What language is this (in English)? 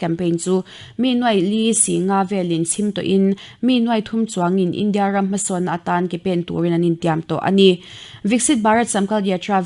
Mizo